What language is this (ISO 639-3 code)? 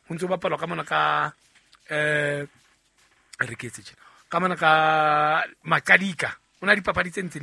sot